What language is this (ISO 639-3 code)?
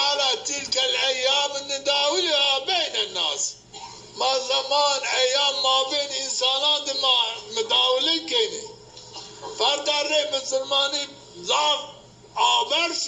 zza